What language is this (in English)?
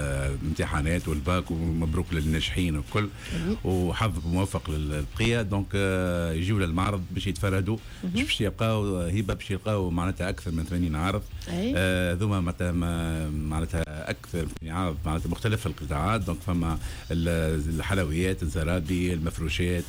Tunisian Arabic